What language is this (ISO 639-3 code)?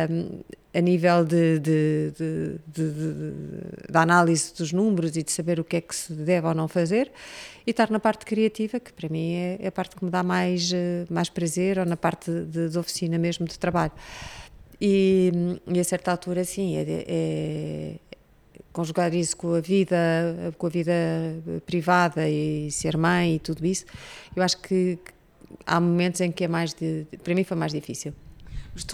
por